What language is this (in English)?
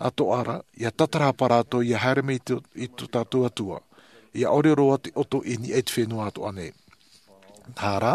Tahitian